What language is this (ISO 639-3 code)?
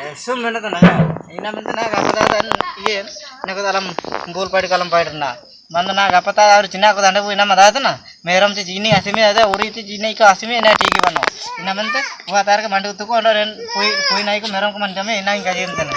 hoc